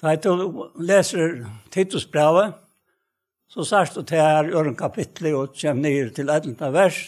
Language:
Faroese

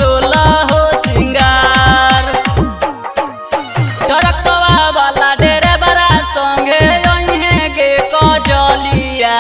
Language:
Magahi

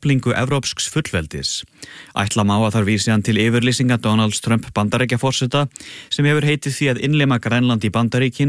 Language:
Icelandic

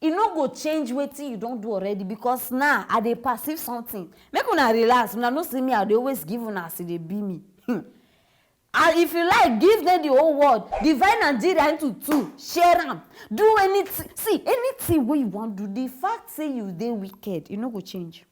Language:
Nigerian Pidgin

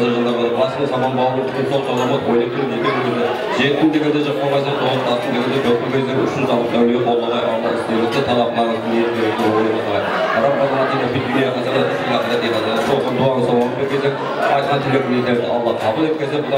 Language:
Kara-Kalpak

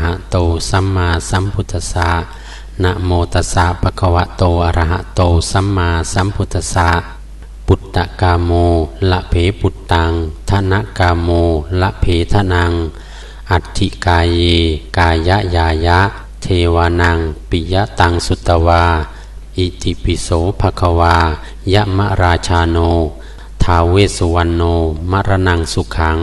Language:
Pali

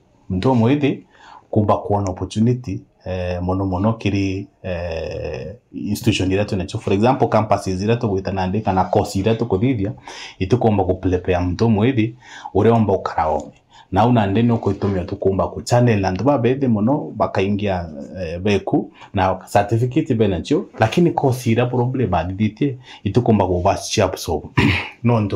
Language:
Meru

